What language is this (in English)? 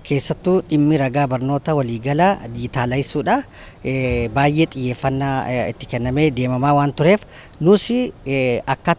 Oromo